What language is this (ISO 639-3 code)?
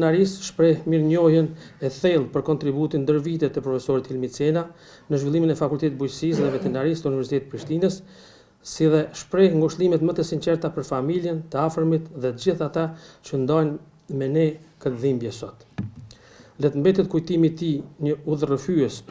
sqi